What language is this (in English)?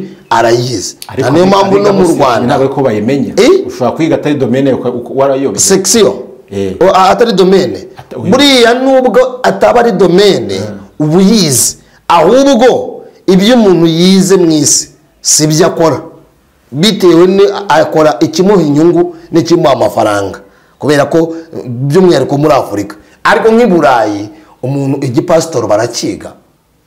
Kinyarwanda